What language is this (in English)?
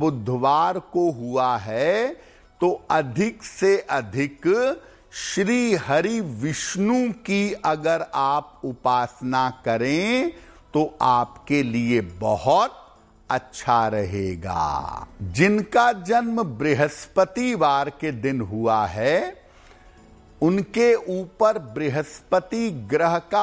Hindi